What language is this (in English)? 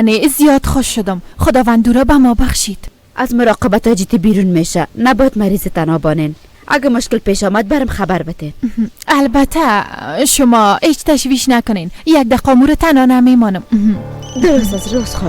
Persian